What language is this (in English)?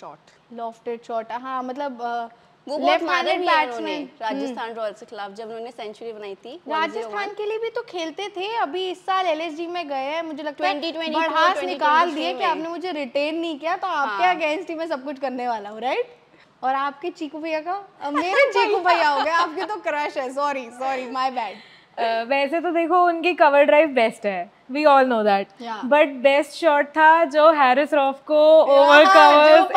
Hindi